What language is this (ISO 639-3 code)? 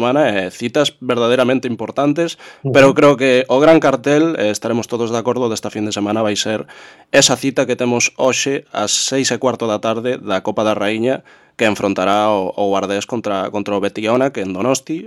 glg